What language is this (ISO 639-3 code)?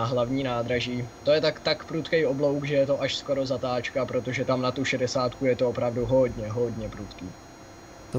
ces